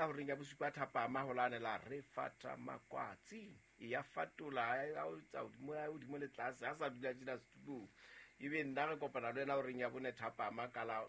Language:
Southern Sotho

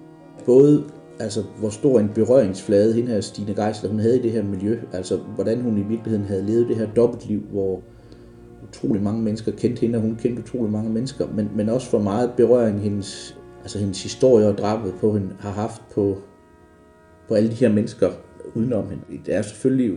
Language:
Danish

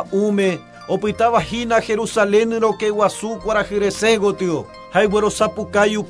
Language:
Guarani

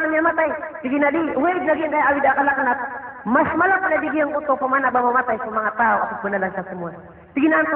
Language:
Maranao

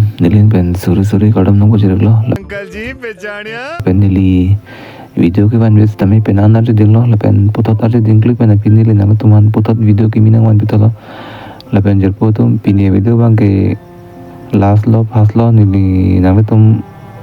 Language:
Karbi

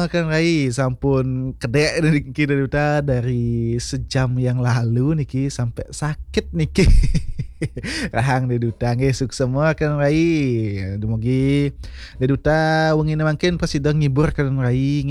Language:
Balinese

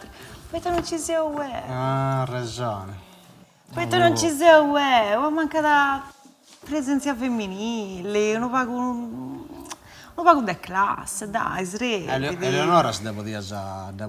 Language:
Sardinian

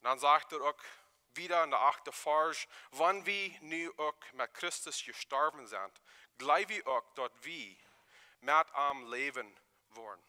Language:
Plautdietsch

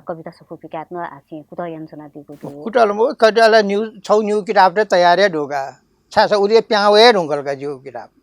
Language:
Newari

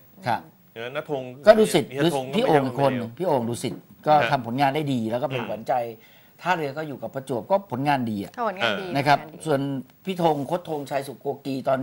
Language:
Thai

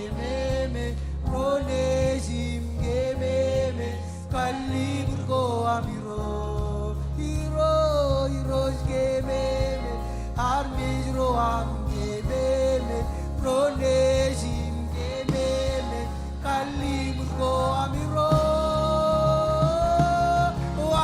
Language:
Marshallese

